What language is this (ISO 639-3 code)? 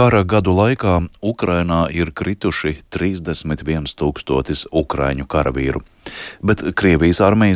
lav